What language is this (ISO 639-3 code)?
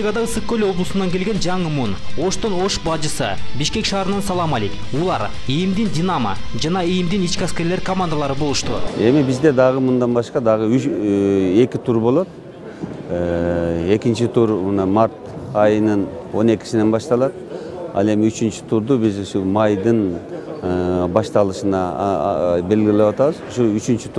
kir